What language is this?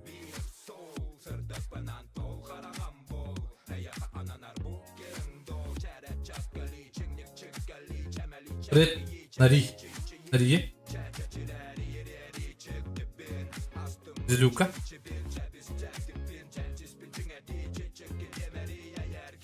Yakut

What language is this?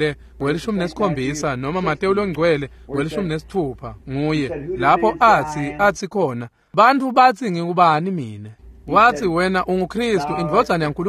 Swati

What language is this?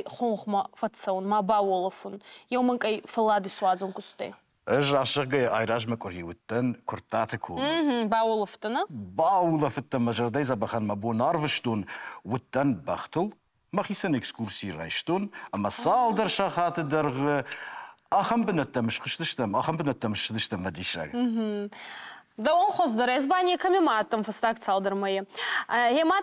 Ossetic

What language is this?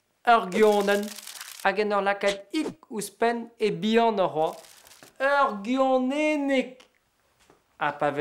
Breton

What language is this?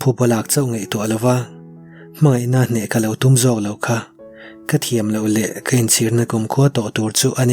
Mizo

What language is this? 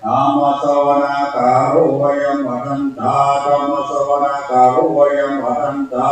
Pali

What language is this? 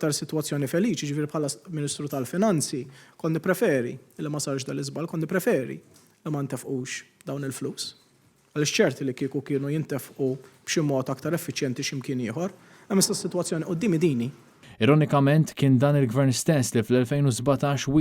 Maltese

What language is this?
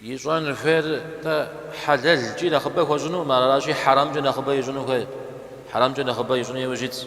Kabardian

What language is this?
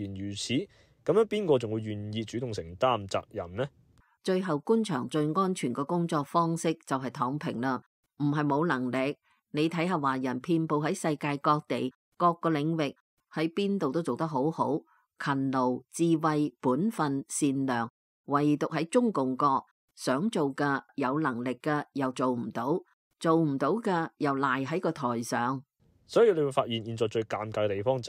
Cantonese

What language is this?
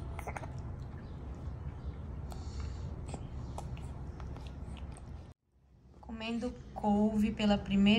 Portuguese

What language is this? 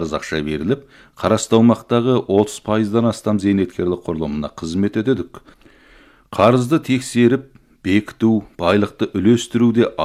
Kazakh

